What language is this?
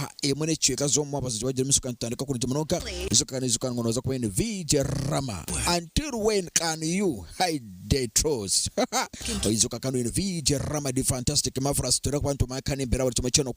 Nyankole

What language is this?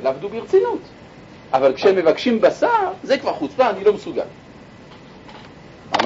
Hebrew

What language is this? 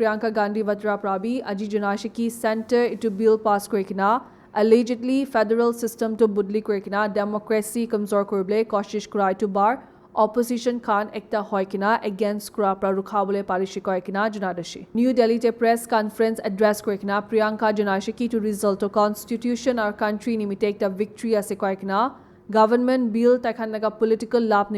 Naga Pidgin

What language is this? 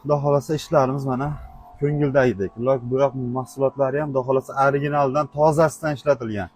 Uzbek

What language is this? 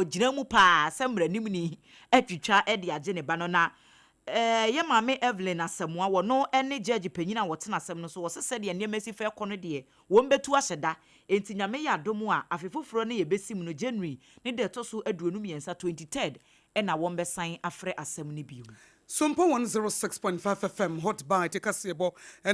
Akan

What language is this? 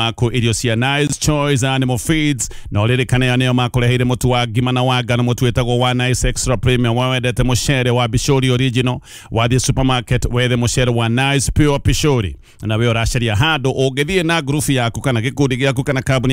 Kikuyu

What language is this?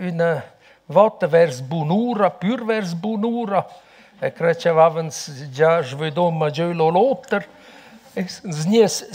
Romansh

